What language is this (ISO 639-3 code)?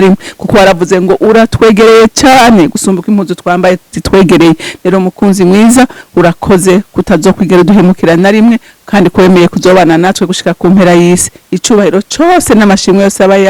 run